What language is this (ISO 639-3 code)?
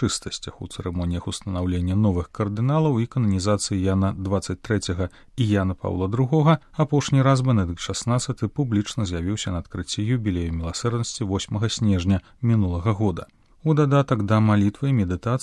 bel